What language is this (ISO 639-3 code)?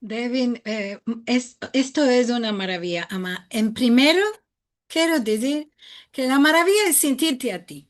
lad